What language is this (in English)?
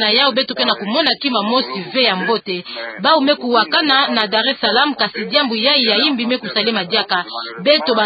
Kituba (Democratic Republic of Congo)